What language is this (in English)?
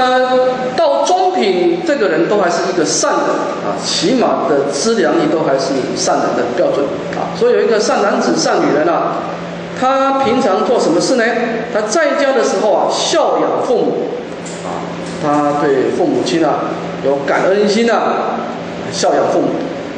Chinese